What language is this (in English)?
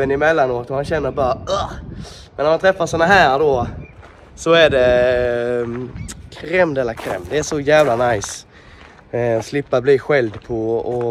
Swedish